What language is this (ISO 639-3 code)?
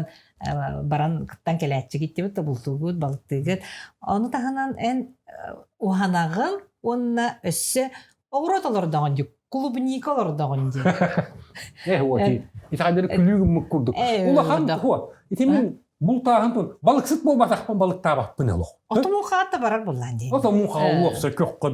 sah